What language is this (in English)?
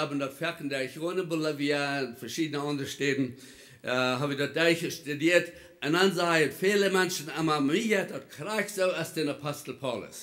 Plautdietsch